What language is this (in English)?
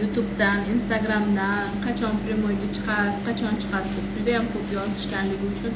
Uzbek